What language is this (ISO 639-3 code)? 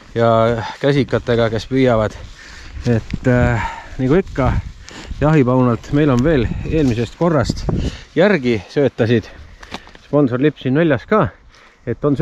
est